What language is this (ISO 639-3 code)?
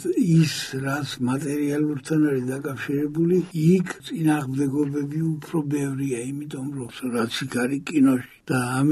kat